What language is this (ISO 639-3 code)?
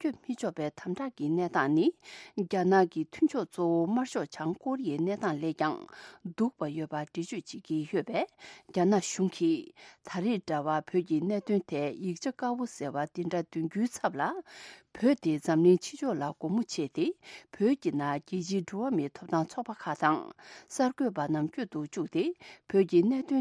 bod